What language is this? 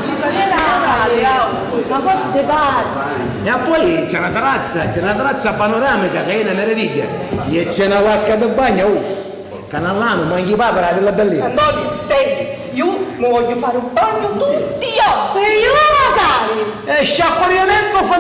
Sicilian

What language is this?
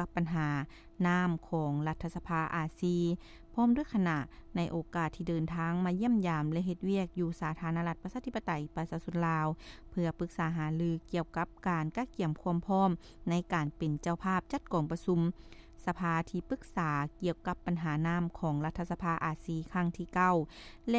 Lao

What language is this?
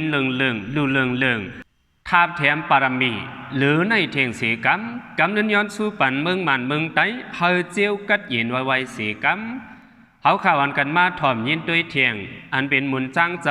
Shan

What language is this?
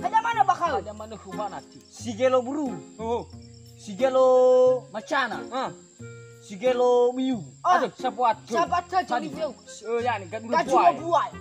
Nias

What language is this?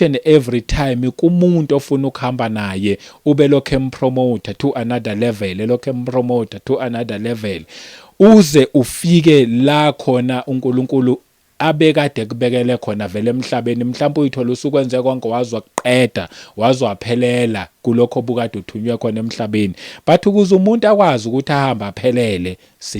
Zulu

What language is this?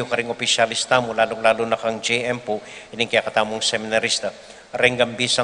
Pampanga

